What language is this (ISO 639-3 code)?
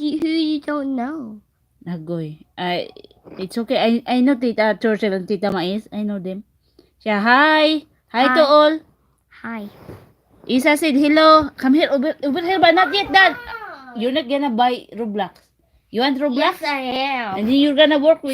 ceb